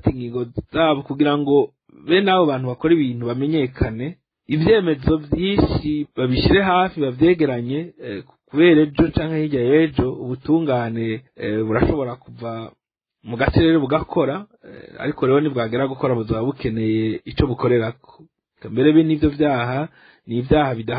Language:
Rundi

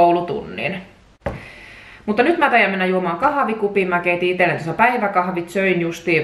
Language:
Finnish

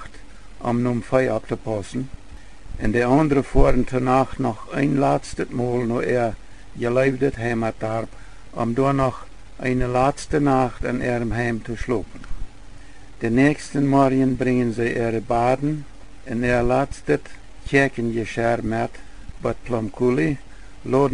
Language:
Plautdietsch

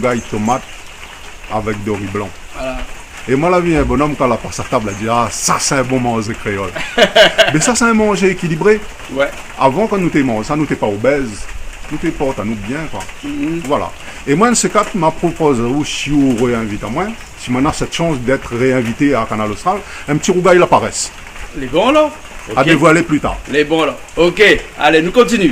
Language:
Réunion Creole French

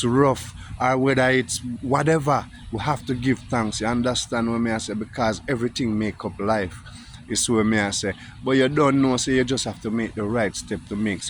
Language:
Jamaican Creole English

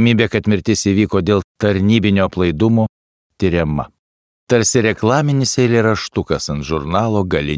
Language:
Lithuanian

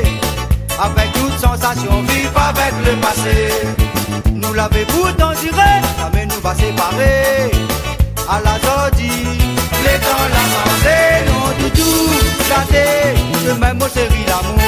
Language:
Réunion Creole French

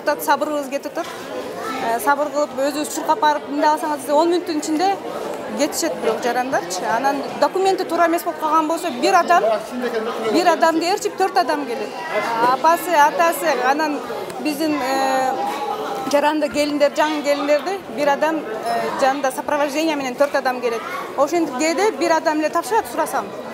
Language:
Kyrgyz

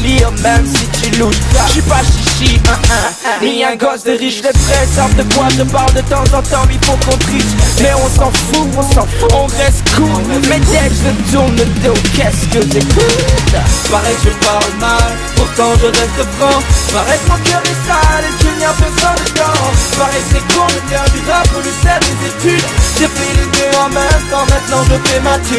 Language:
French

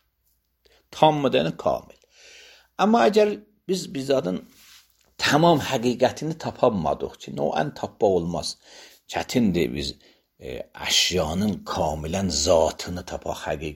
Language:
Azerbaijani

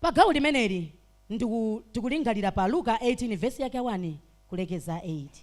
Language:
Nyanja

